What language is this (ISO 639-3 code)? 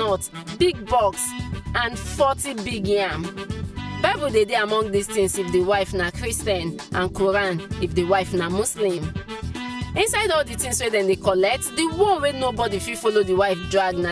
pcm